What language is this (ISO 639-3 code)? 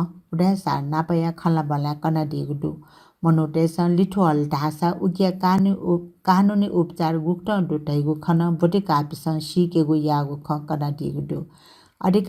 new